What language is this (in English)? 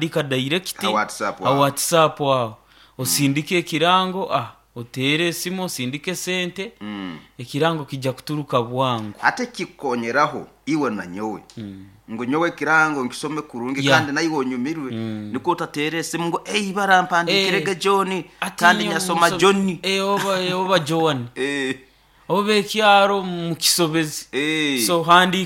Nyoro